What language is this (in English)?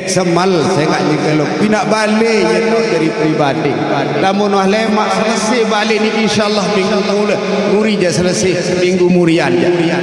Sasak